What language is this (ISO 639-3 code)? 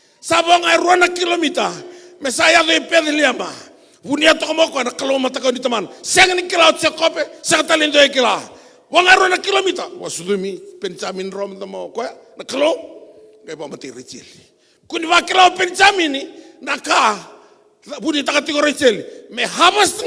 fij